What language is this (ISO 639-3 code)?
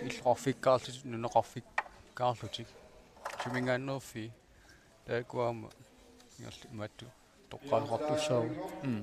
kal